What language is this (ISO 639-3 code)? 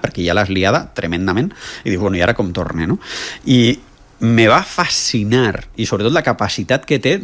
cat